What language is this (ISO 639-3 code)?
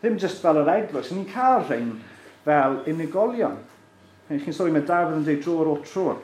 cym